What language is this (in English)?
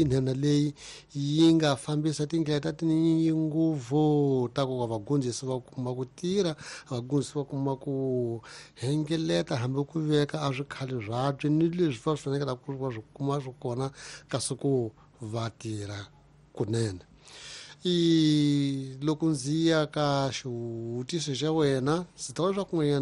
Tsonga